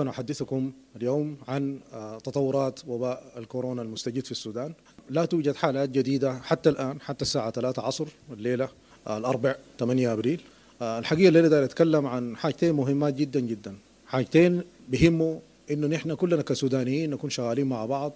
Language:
Sudanese Arabic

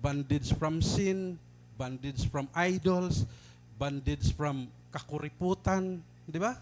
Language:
Waray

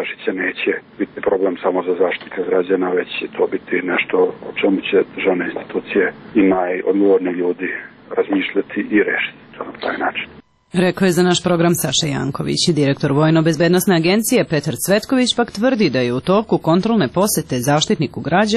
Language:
Serbian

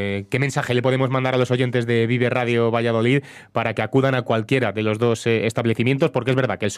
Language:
Spanish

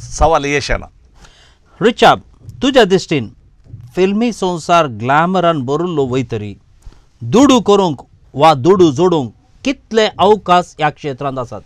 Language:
Konkani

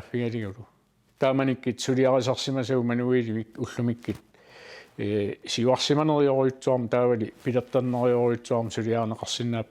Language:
Kalaallisut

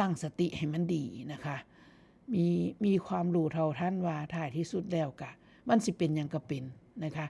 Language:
Northeastern Thai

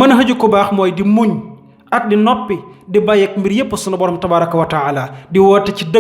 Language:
Wolof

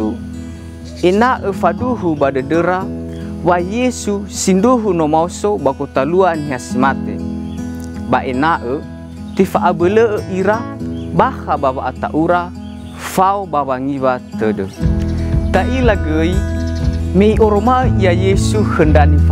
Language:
Nias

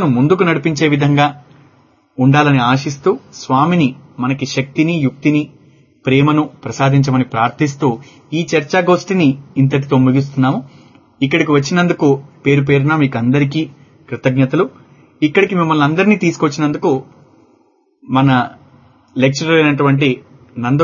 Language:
Telugu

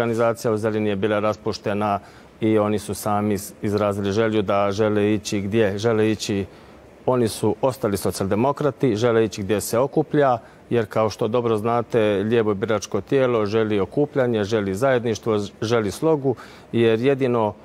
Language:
Croatian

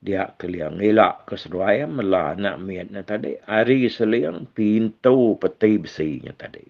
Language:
Iban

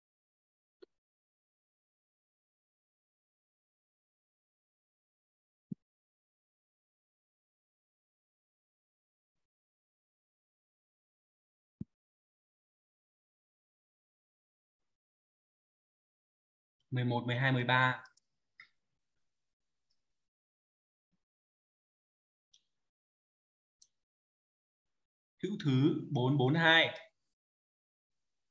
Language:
Vietnamese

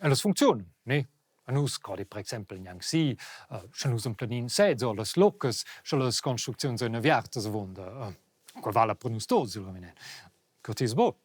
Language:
Romansh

